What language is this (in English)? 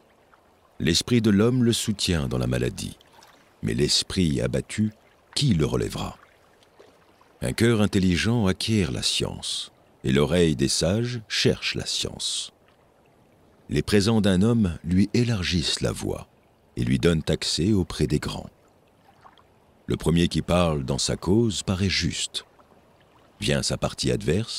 French